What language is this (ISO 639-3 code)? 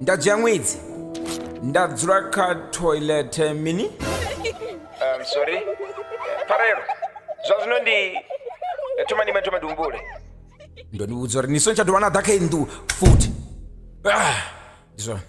ven